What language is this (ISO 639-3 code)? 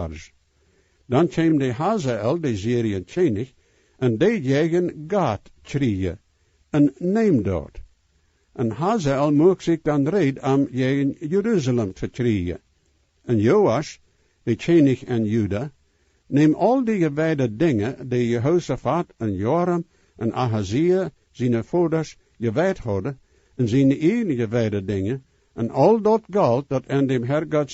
pdt